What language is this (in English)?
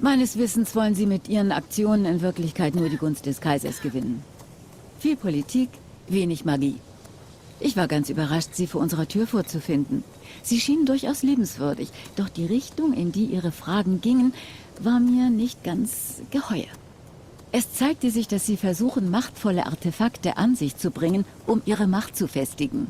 Swiss German